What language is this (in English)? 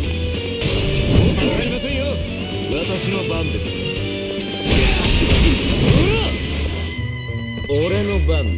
Japanese